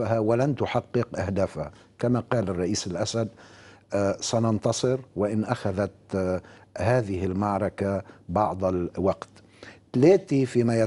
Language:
Arabic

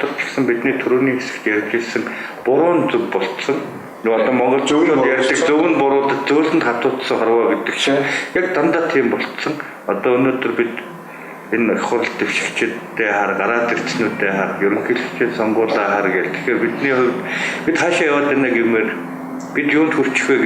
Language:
Mongolian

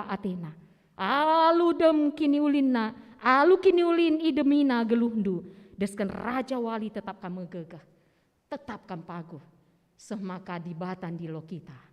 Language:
Batak Karo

